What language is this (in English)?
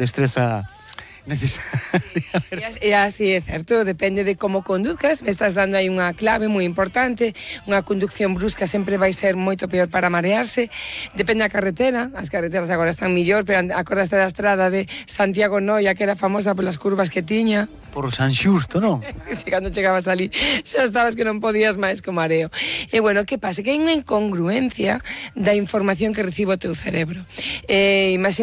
Galician